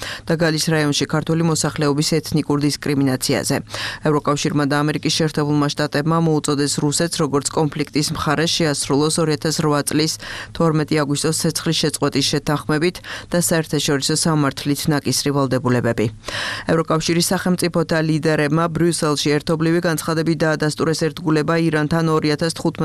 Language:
Georgian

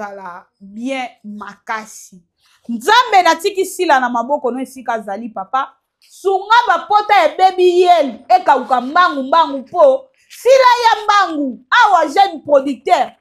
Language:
Lingala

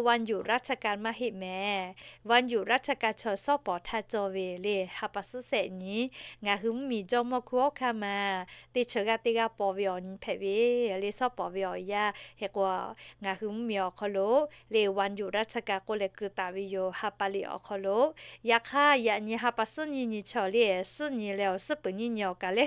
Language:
Lahu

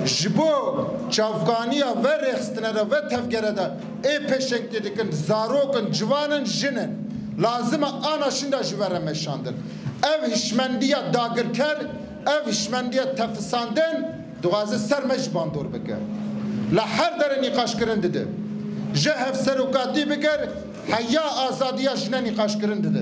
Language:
Kurdish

